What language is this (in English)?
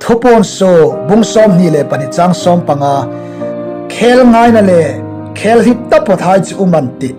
Hmar